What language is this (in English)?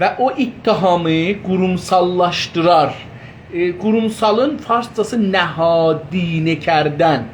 South Azerbaijani